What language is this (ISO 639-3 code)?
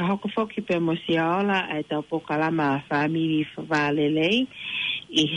ton